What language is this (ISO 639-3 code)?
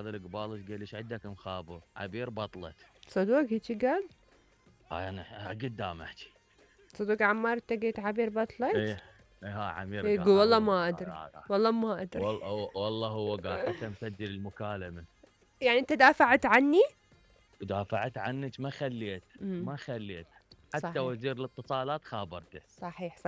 acm